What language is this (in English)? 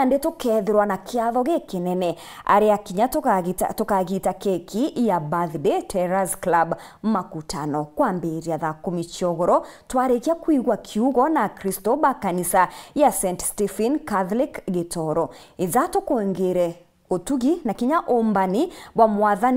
Meru